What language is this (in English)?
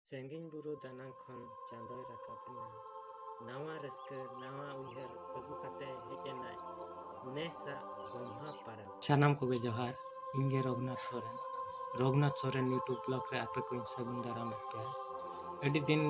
Santali